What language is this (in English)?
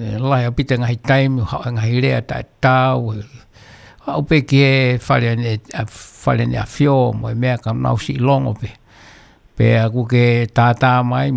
Tongan